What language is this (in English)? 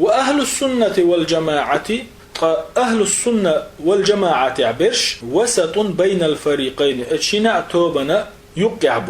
Chechen